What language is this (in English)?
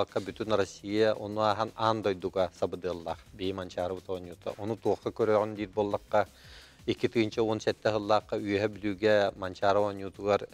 Yakut